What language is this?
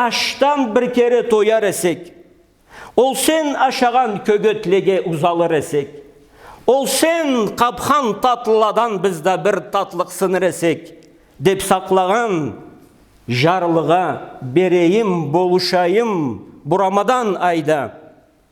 Karachay-Balkar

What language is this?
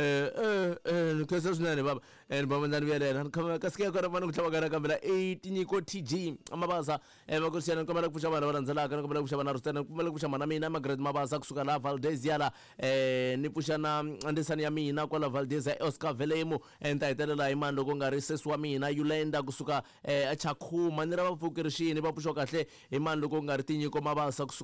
Tsonga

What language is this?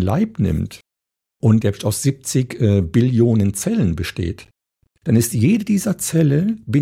German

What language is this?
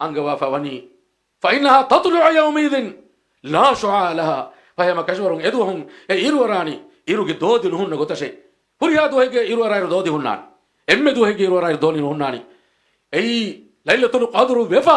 Divehi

